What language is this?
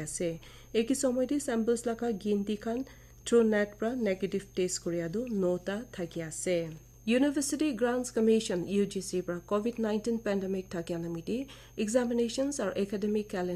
Naga Pidgin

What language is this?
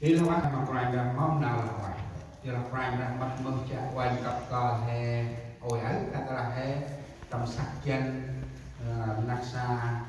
Central Mnong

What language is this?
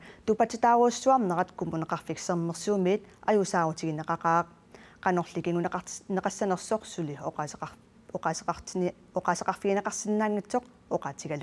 Kalaallisut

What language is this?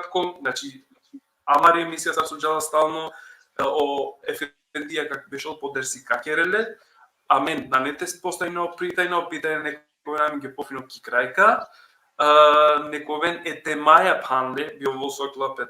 Balkan Romani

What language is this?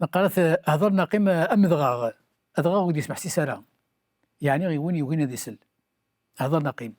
Kabyle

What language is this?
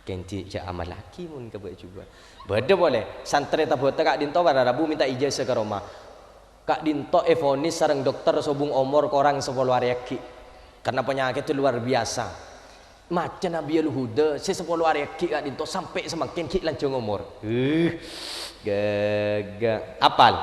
Madurese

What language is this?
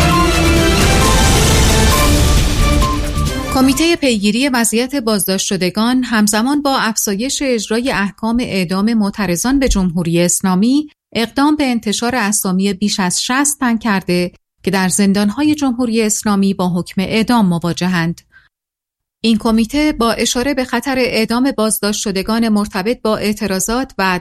Persian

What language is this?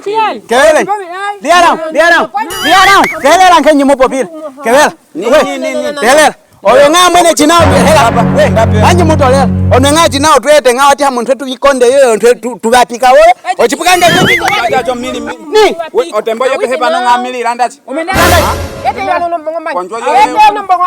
Nyaneka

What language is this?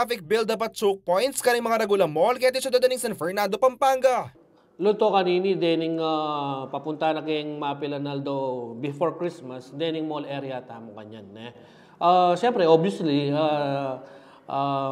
Pampanga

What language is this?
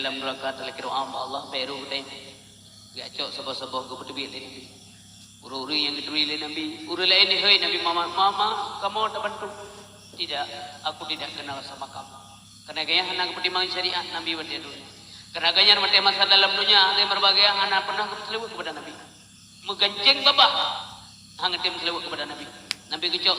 Achinese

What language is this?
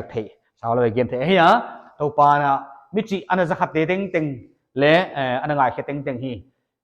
Paite Chin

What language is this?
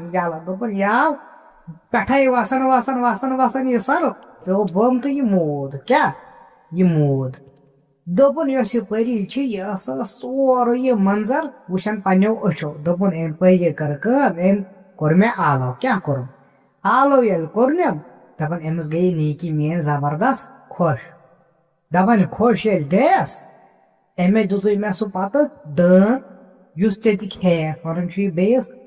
Kashmiri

